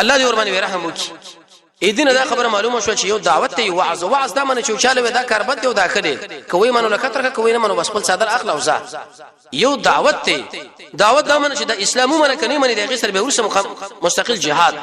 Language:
Pashto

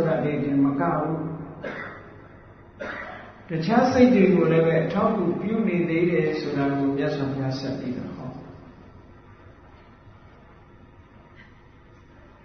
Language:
Burmese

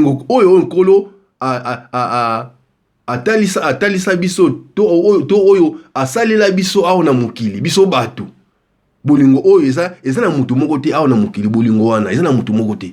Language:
Lingala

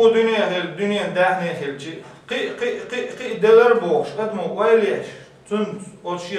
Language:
Chechen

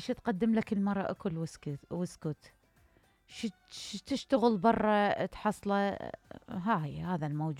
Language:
Mesopotamian Arabic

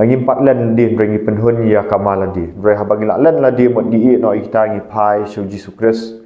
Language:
Khasi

